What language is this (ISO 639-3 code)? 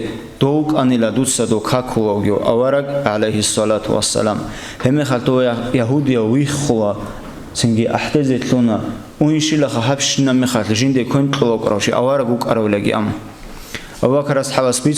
ava